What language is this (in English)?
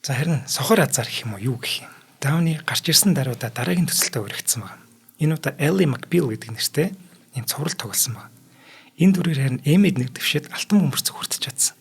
Mongolian